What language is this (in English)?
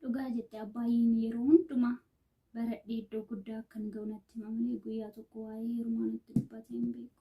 Oromo